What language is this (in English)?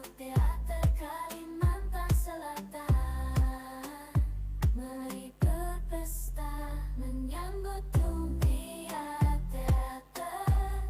Banjar